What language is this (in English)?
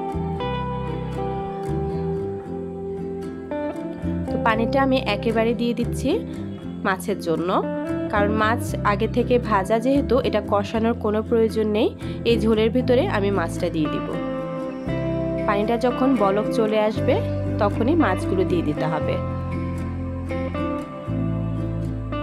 Bangla